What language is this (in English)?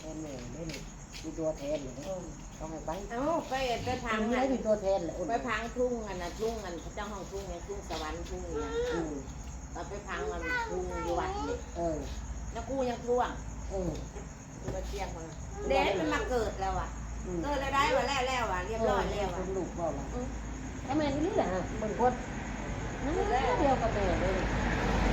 Northeastern Thai